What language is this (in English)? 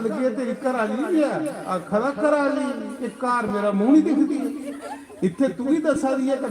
Dogri